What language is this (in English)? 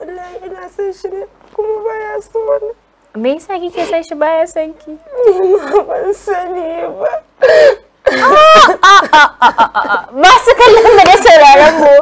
Hausa